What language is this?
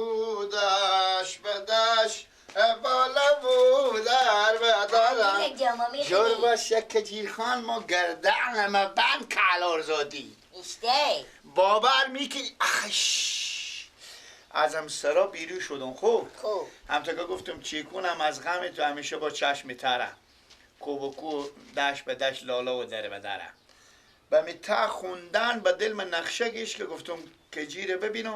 Persian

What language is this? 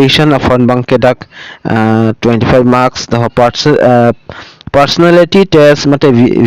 Karbi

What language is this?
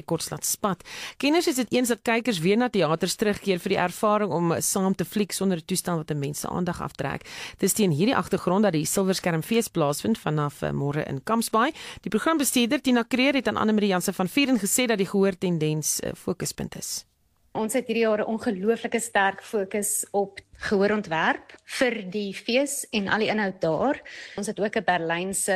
Afrikaans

